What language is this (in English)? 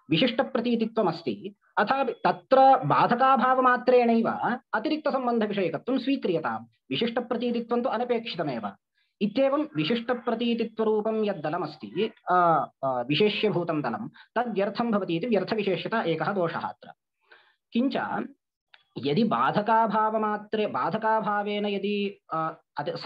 Sanskrit